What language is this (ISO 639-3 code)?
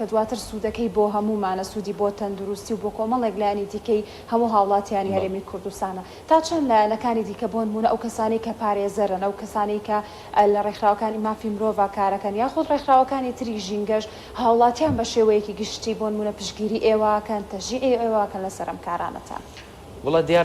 ckb